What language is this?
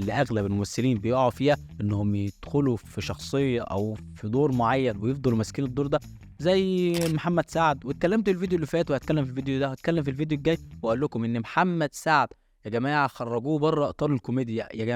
Egyptian Arabic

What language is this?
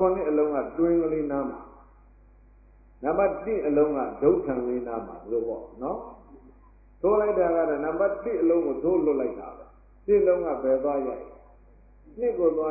Burmese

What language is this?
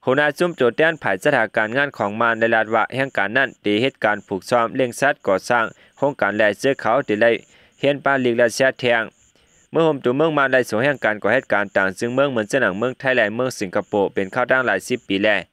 Shan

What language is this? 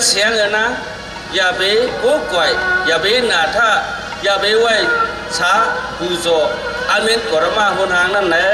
Shan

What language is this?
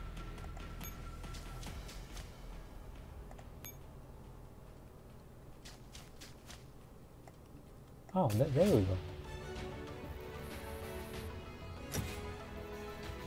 English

